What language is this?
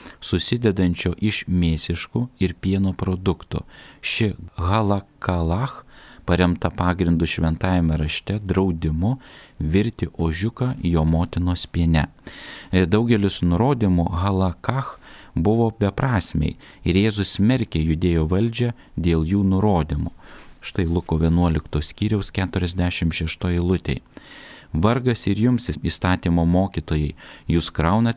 Lithuanian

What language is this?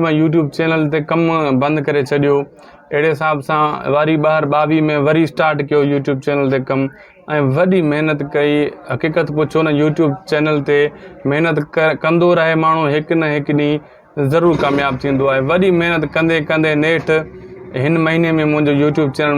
Sindhi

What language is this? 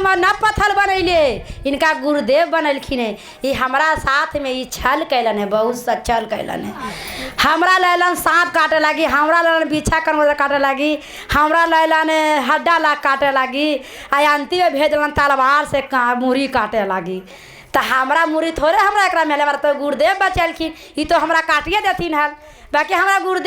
Magahi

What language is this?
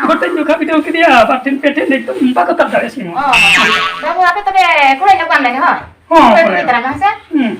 Santali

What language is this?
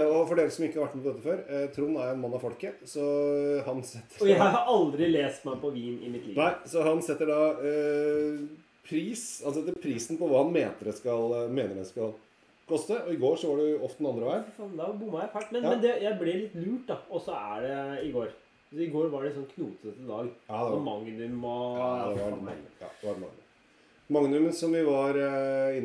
Norwegian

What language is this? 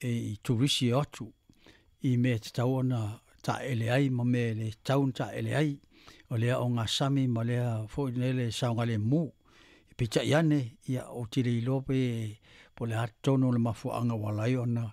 Samoan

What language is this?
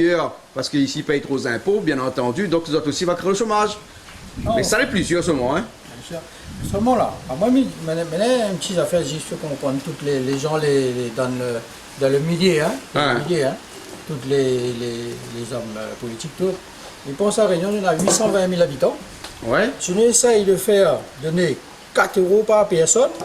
Réunion Creole French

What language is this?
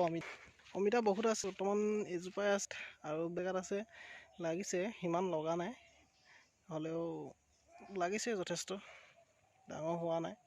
Assamese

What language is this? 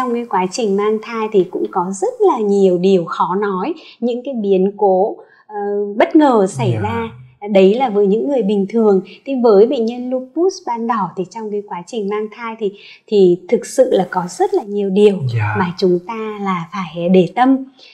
Vietnamese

